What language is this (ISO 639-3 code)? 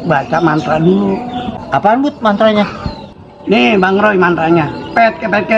bew